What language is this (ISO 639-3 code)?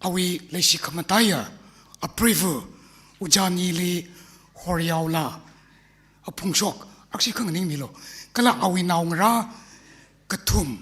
nmf